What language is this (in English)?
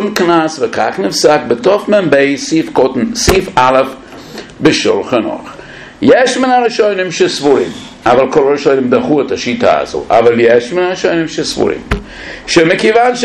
Hebrew